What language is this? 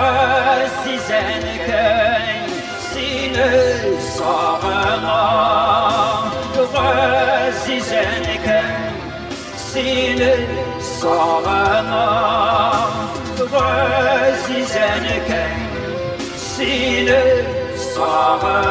Tatar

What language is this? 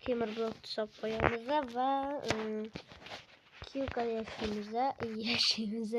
Uzbek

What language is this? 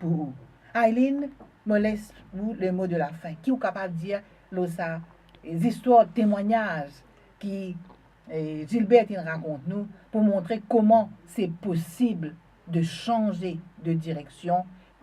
Morisyen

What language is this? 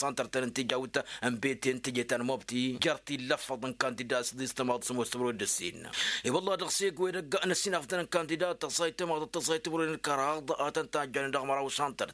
Tamasheq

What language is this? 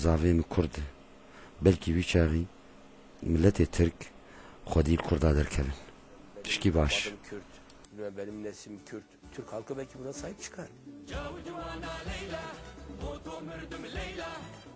Kurdish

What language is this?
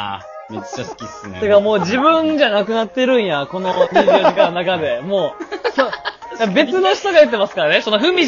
Japanese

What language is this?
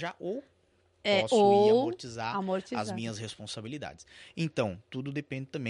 Portuguese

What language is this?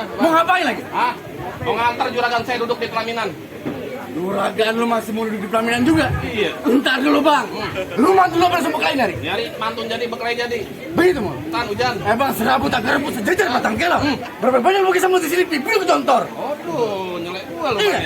Betawi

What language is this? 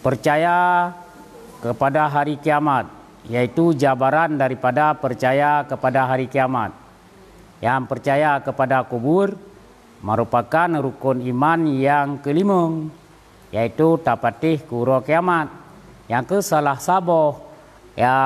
Achinese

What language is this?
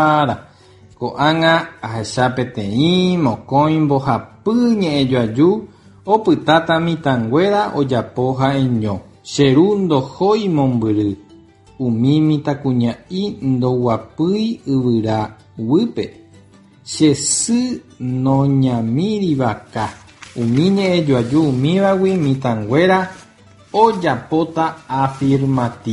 Guarani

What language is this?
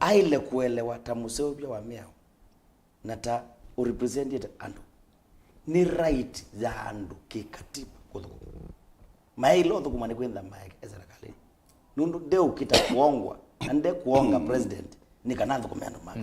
Kamba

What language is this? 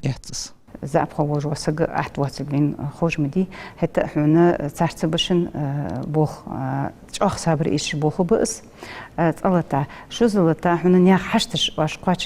Ingush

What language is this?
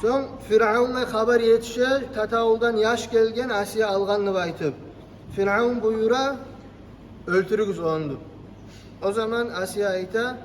Kumyk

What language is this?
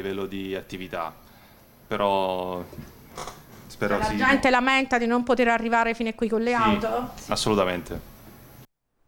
Italian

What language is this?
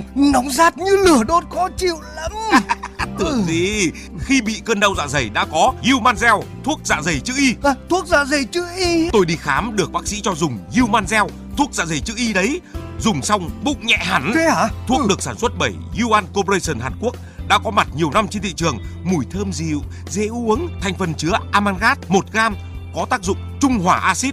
Vietnamese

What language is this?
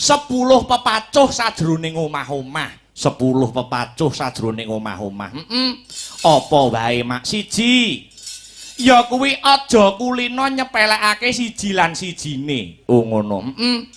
Javanese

